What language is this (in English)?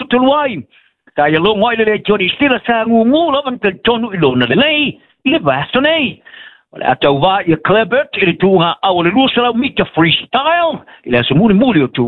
Samoan